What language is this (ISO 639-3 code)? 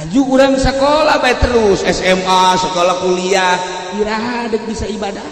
sun